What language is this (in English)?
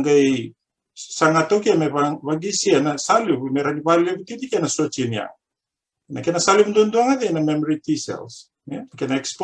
Fijian